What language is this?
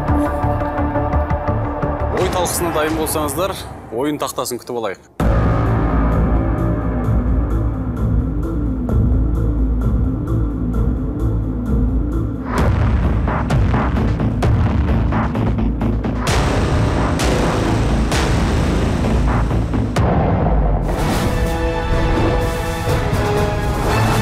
Kazakh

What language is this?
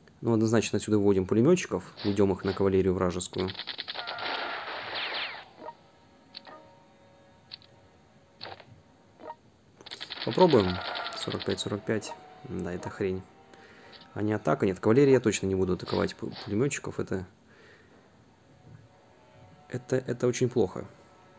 Russian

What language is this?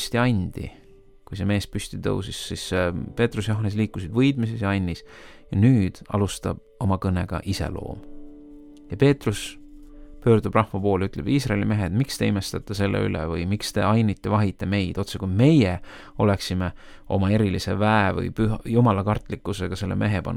Estonian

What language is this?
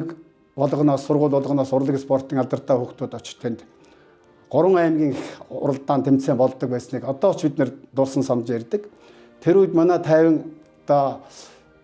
Mongolian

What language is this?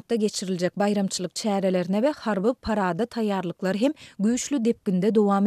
Turkmen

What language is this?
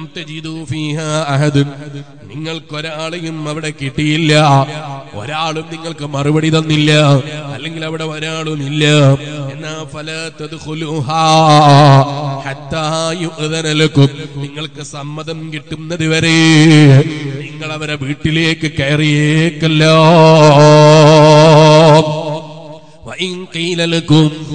Malayalam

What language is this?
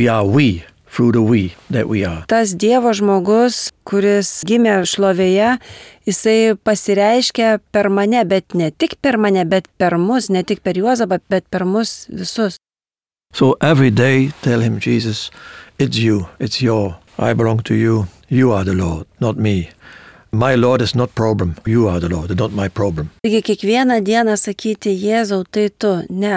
Lithuanian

